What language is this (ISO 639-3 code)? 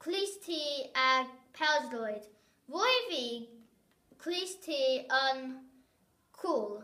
cym